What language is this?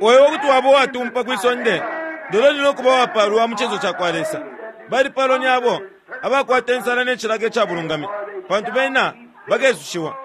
Bemba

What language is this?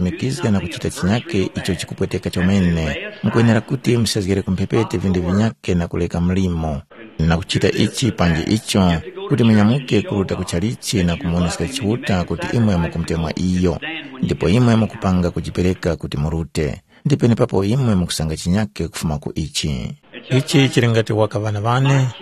Tumbuka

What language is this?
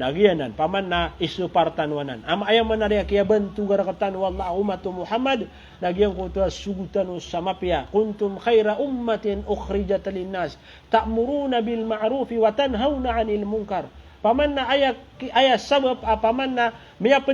Maranao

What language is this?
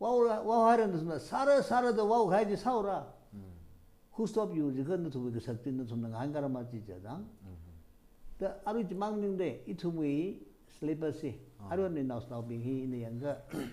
Tangkhul Naga (India)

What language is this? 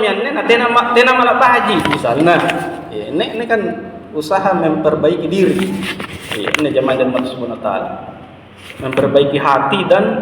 Makasar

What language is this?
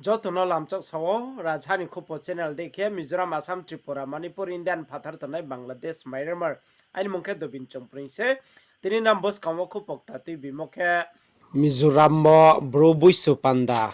Riang (India)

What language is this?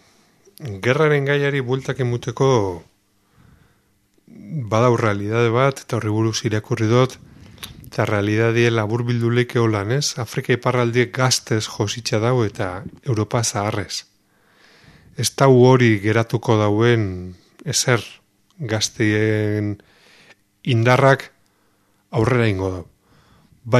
Basque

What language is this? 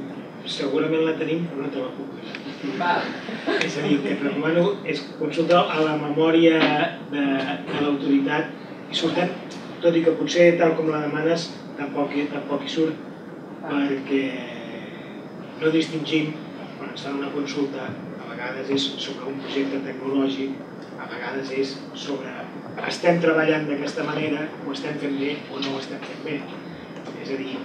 Catalan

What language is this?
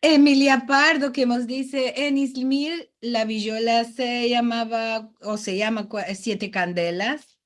Ladino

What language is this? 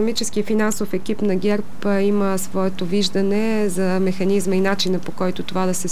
Bulgarian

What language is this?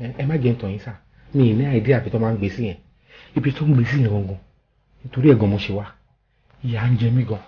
Yoruba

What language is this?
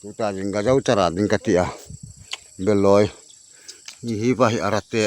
Hmar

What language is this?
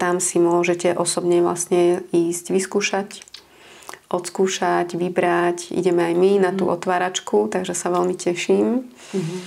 Slovak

